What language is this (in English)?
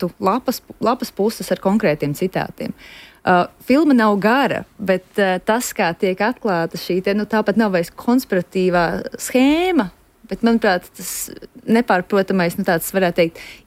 Latvian